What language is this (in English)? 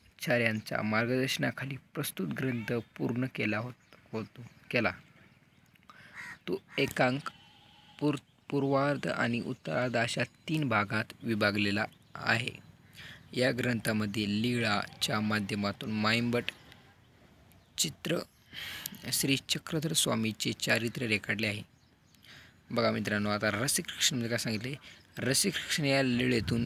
Marathi